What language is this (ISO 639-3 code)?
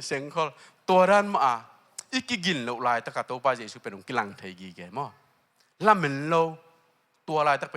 ctd